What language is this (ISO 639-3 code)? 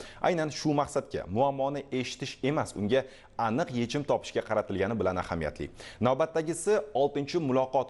uzb